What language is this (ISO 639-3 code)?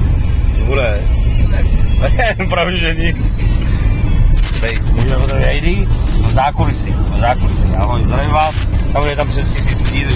ces